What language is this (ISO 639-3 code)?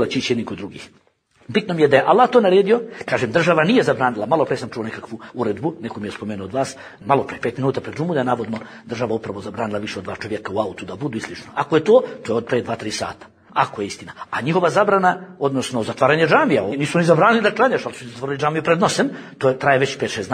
bos